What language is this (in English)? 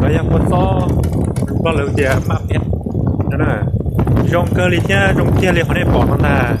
Hmong